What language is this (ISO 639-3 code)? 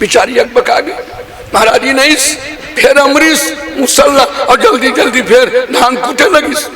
hne